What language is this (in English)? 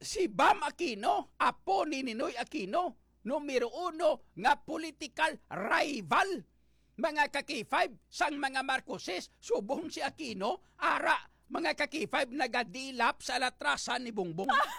Hiligaynon